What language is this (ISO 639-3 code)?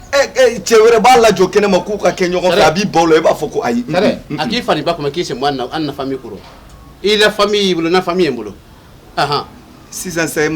bam